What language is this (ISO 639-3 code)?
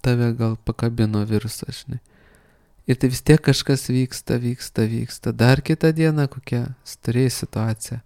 lit